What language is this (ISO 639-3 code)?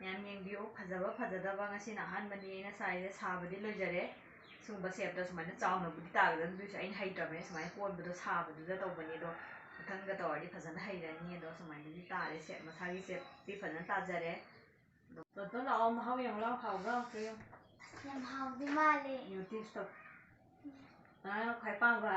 mni